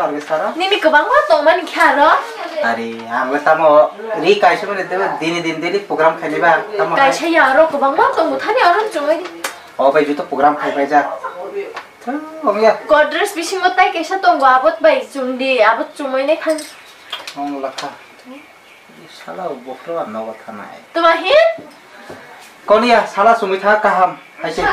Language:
Kok Borok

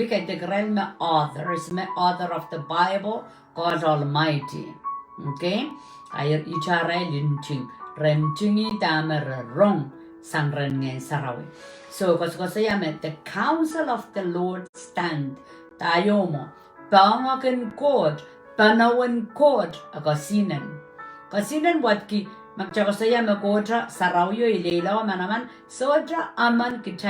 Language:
Pohnpeian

